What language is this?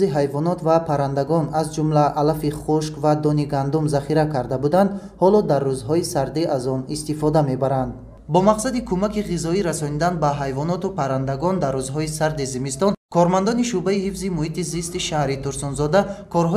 Tajik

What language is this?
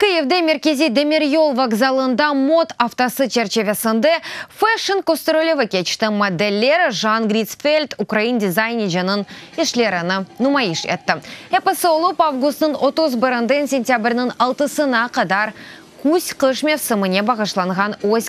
Crimean Tatar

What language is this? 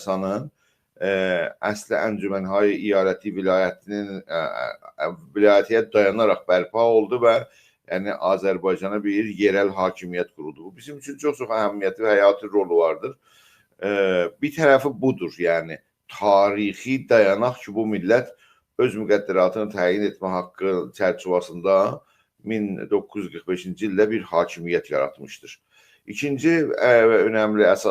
South Azerbaijani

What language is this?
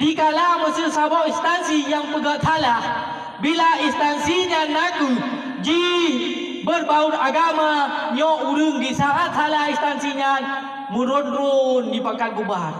Achinese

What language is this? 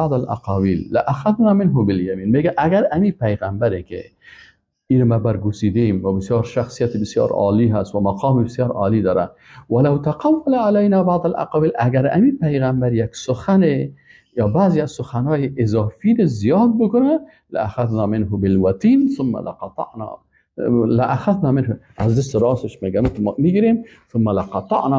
Persian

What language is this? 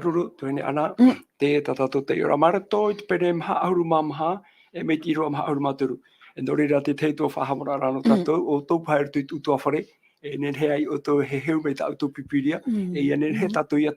Tahitian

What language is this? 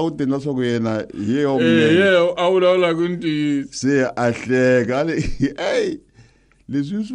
Tsonga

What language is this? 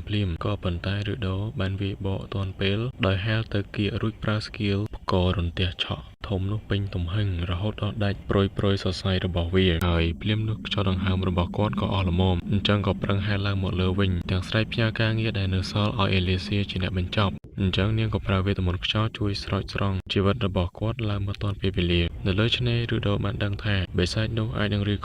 Khmer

